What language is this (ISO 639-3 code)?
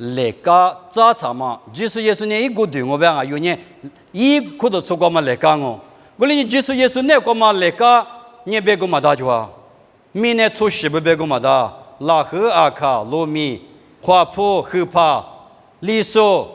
lis